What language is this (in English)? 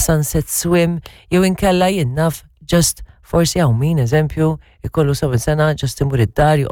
Maltese